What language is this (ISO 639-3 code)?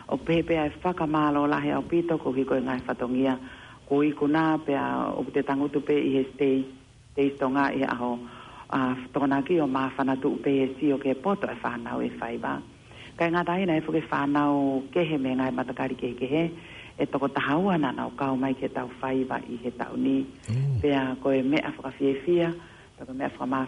ton